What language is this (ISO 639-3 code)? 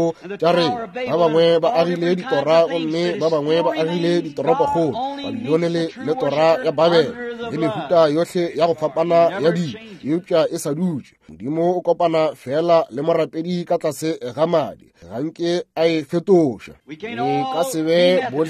nso